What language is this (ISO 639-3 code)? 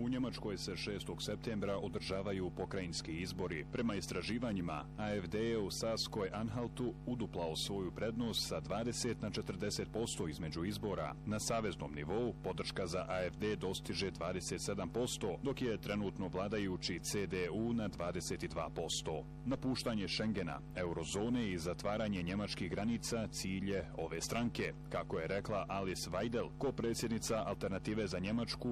bos